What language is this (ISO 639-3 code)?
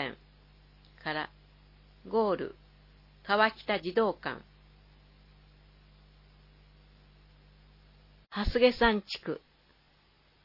jpn